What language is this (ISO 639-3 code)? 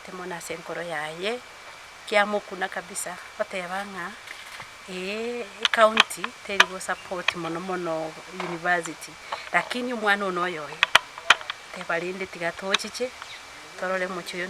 guz